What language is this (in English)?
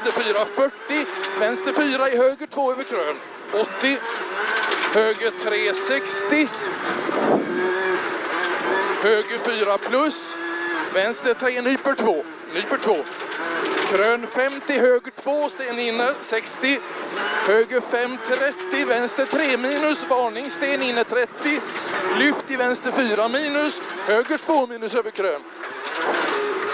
Swedish